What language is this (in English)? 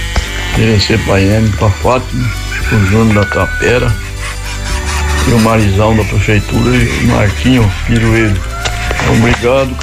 Portuguese